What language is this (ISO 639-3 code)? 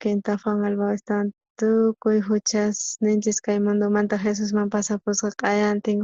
quh